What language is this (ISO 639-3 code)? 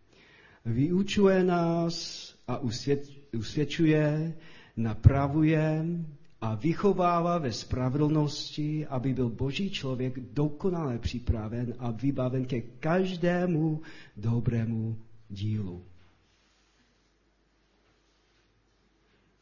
ces